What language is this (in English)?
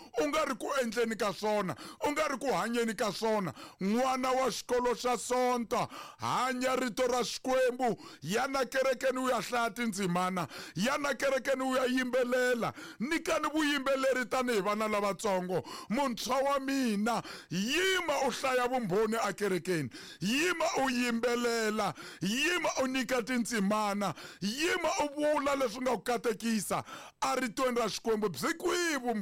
Tsonga